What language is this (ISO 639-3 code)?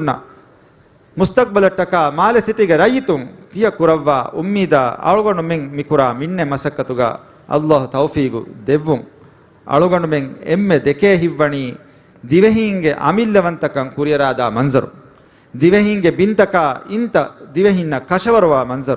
div